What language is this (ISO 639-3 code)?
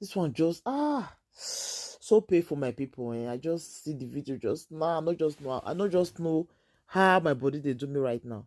pcm